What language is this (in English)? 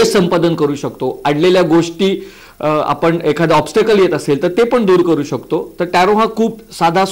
Marathi